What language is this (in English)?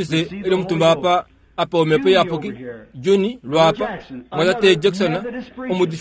Kuanyama